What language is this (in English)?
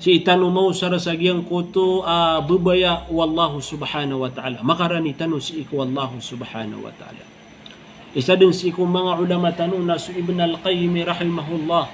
Maranao